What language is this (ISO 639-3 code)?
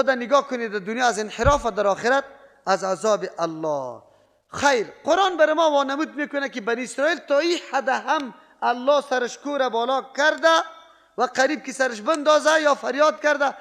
fas